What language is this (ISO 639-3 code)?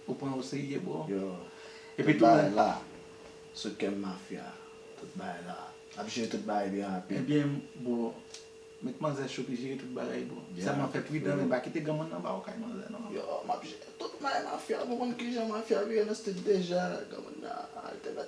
hat